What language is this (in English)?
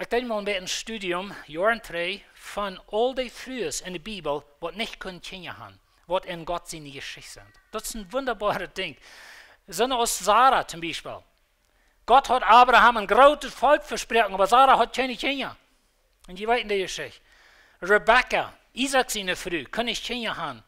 Plautdietsch